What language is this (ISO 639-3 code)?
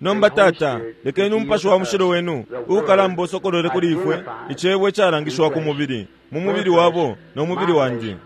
bem